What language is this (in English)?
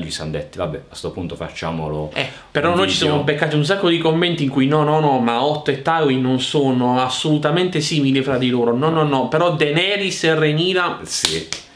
Italian